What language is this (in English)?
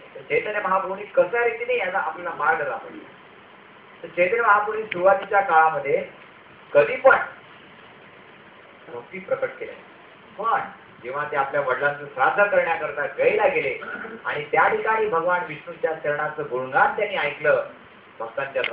Marathi